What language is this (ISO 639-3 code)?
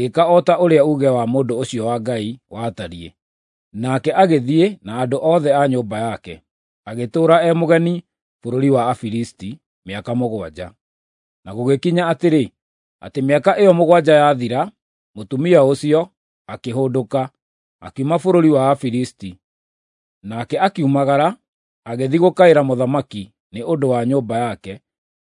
kik